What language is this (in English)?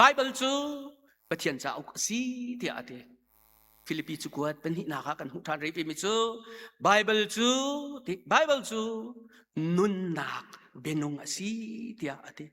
Hakha Chin